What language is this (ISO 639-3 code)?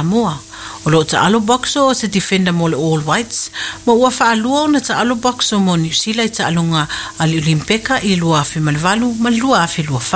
smo